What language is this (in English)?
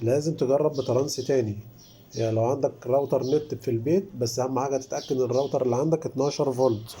Egyptian Arabic